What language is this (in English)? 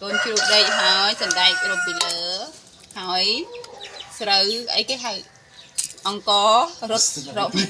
Khmer